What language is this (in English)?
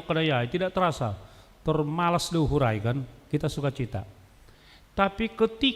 Batak Simalungun